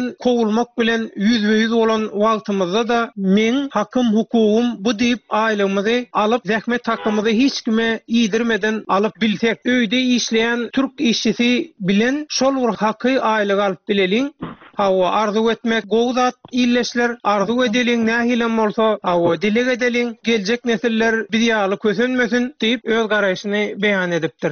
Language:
Turkmen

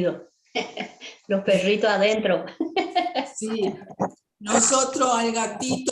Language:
Guarani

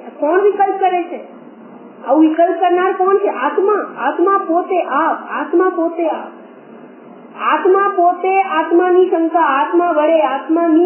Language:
Gujarati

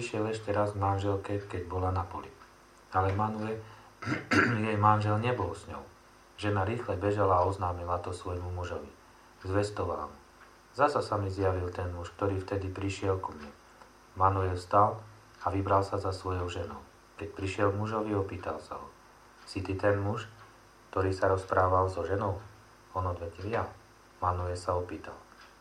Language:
Slovak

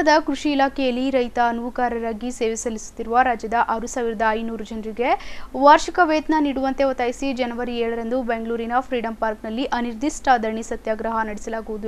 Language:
Kannada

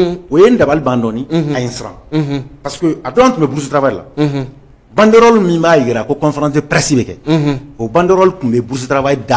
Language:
Bambara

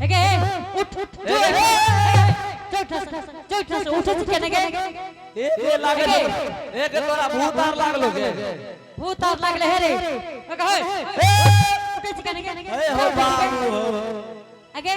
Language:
Angika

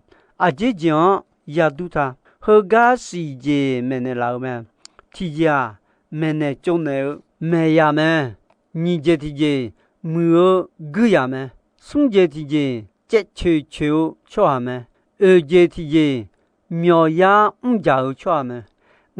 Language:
Akha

